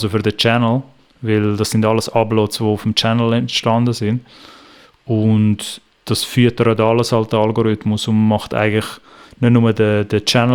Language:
Swiss German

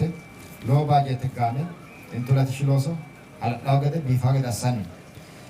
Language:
Sidamo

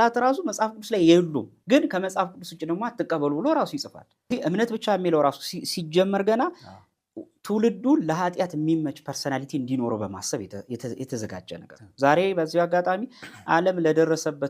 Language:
Amharic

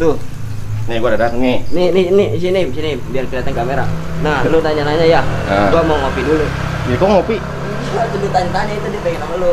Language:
Betawi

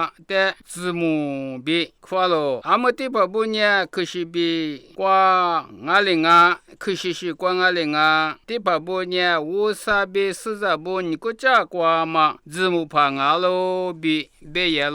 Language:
Lisu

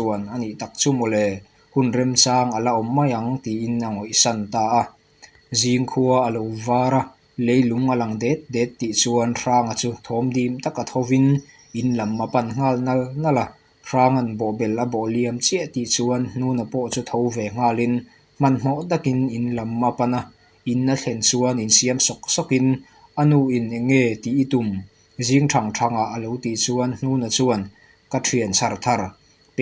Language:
Mizo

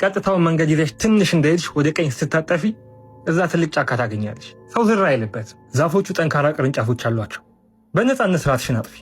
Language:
Amharic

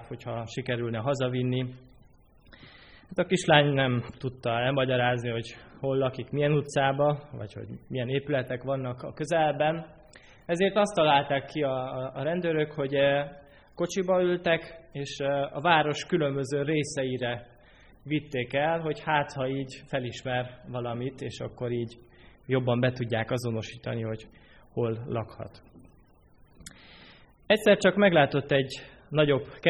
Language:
Hungarian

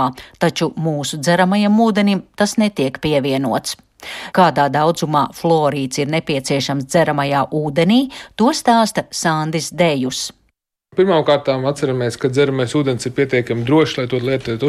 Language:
Latvian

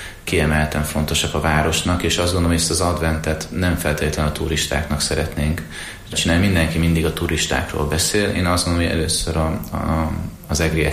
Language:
Hungarian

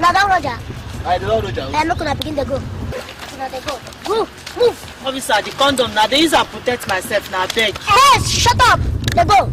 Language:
Nigerian Pidgin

